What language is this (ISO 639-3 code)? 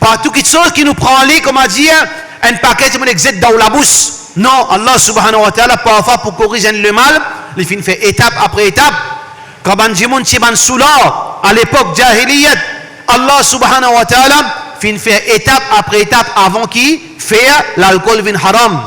mfe